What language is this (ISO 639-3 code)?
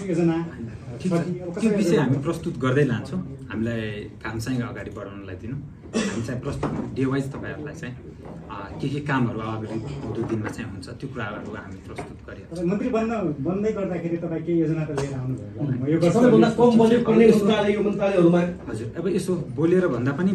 nep